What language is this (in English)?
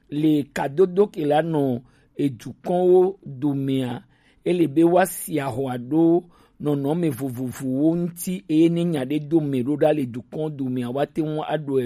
Gen